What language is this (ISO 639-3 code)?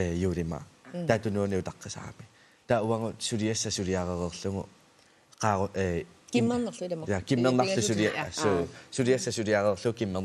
kal